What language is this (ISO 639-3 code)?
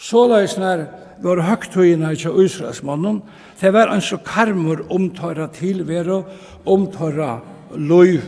fao